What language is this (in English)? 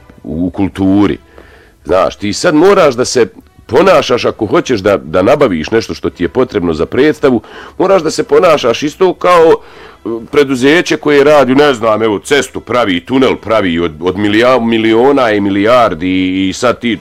Bosnian